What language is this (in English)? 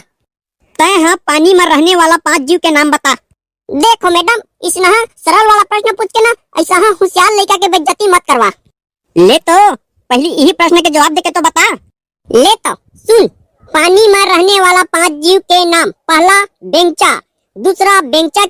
Chhattisgarhi